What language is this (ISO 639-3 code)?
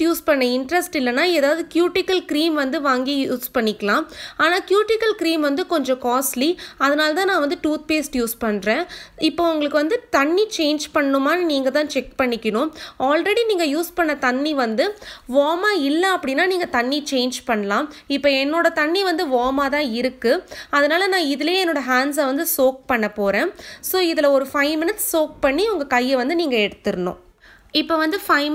tam